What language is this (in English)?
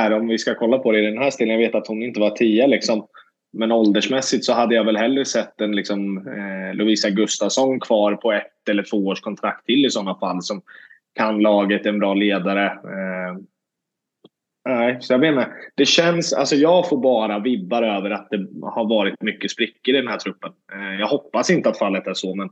Swedish